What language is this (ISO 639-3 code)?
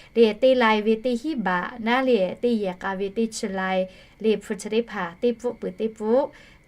lhu